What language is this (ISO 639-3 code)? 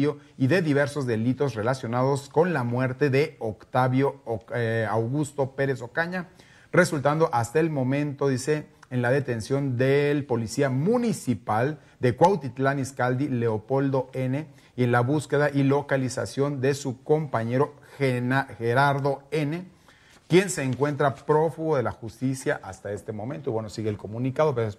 spa